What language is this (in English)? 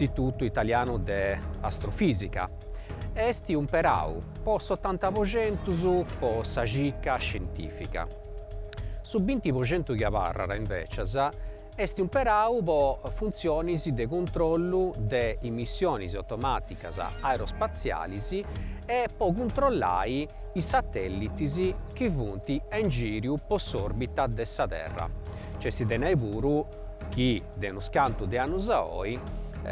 Sardinian